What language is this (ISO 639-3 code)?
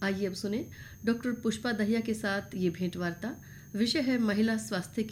hin